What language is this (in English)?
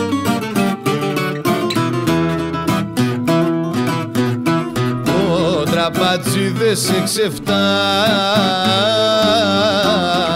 Greek